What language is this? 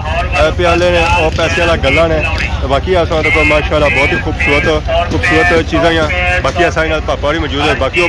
Pahari-Potwari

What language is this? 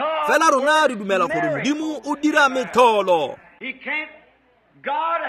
Tswana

